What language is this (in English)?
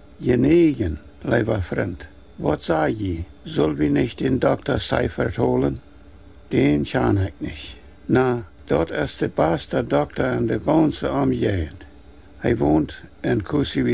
Plautdietsch